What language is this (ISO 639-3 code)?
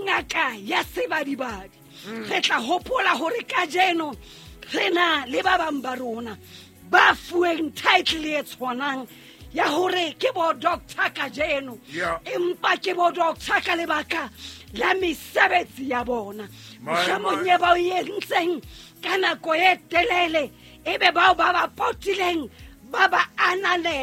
sot